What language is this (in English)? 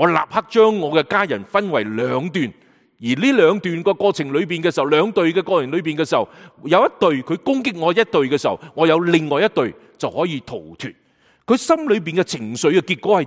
Cantonese